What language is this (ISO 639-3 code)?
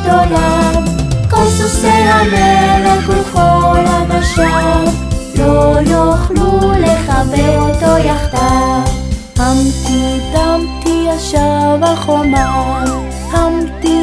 heb